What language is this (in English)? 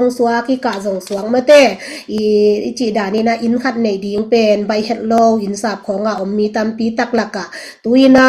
Tedim Chin